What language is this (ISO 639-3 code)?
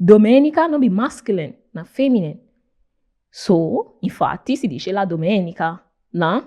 pcm